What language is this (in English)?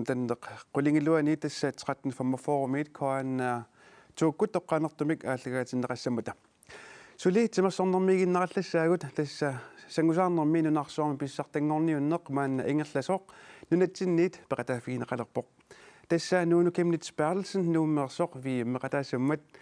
Kalaallisut